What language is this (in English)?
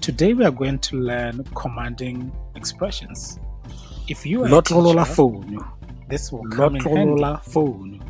Tswana